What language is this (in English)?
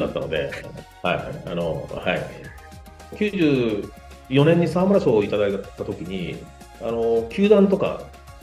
Japanese